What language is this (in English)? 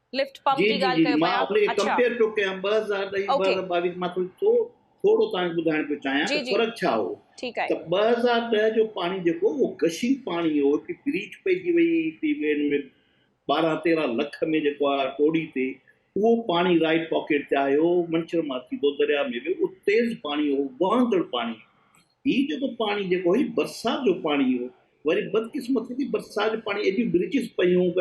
Sindhi